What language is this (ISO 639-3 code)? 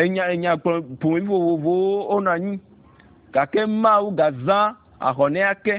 ewe